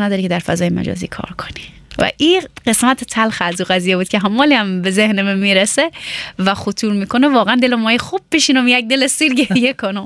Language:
Persian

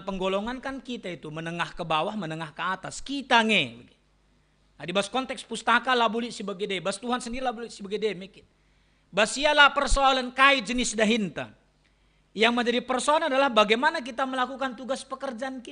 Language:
Batak Karo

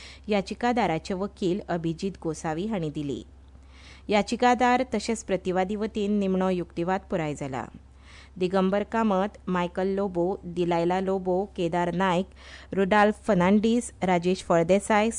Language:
Konkani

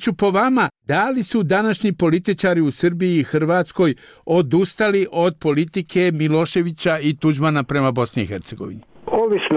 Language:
Bosnian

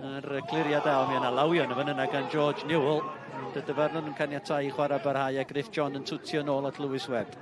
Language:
Welsh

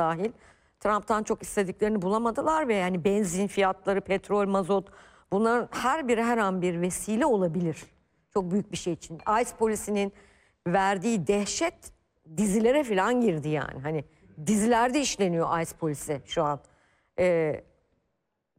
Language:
Turkish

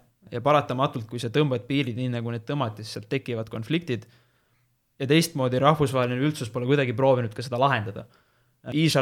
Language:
Estonian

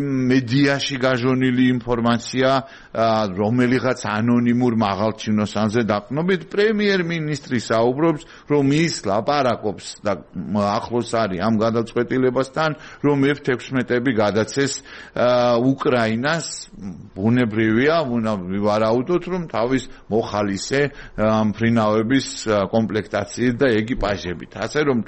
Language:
Georgian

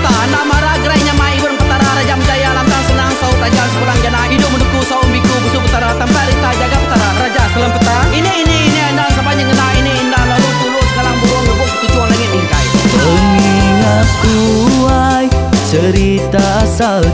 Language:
Iban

